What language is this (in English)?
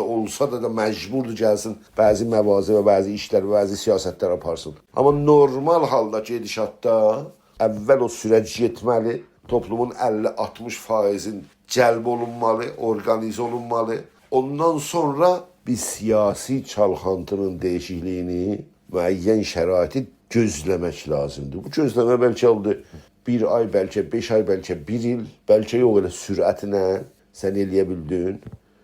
South Azerbaijani